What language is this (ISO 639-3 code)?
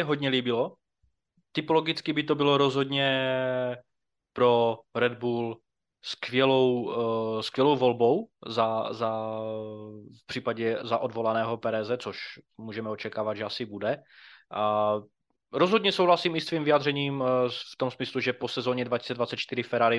ces